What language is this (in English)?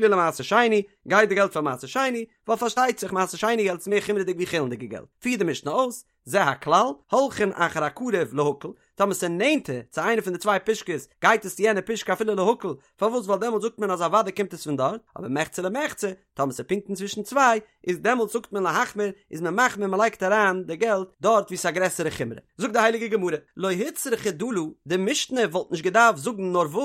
Yiddish